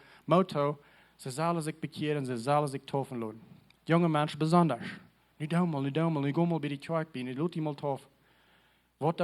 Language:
Plautdietsch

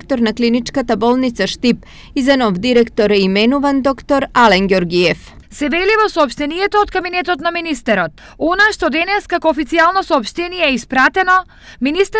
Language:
Macedonian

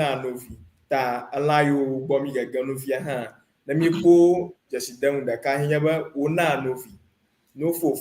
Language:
Ewe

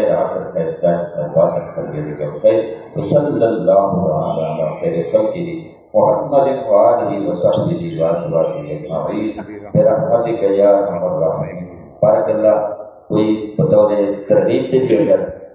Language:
Saraiki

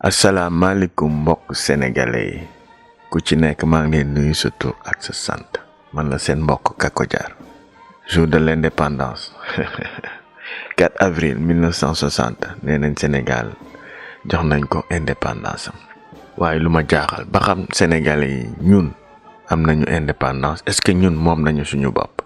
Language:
Wolof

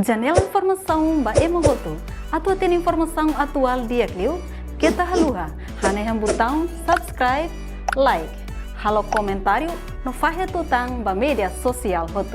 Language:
Tetum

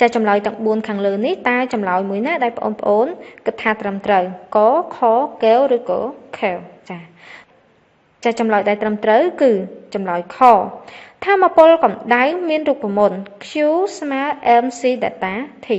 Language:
Khmer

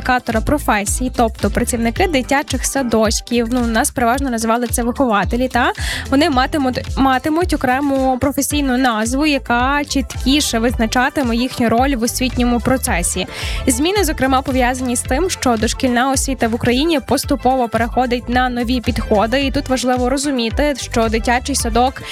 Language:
Ukrainian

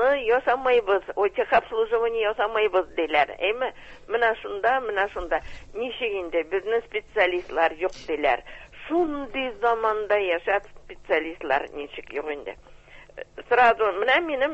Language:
Tatar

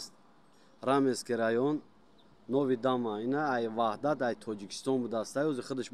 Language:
Tajik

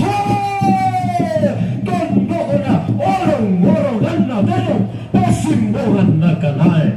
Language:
Toraja-Sa'dan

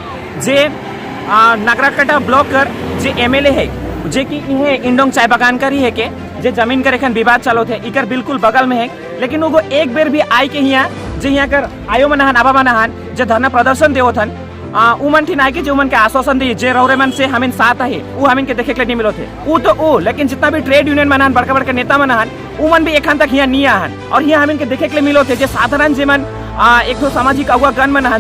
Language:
Sadri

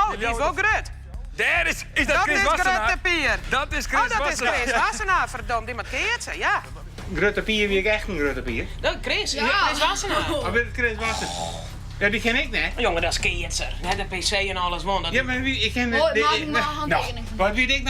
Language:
Western Frisian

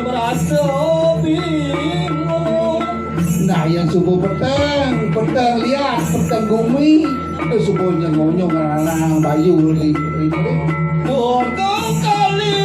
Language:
Balinese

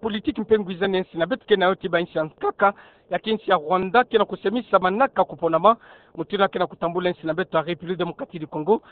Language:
Kituba (Democratic Republic of Congo)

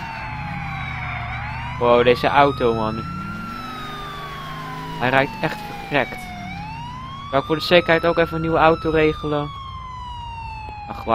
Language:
Dutch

